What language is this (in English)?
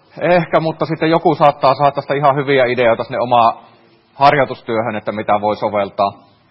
Finnish